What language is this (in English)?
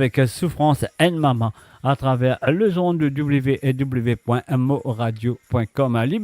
Morisyen